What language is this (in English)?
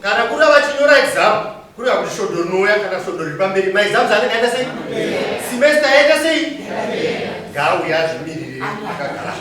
Shona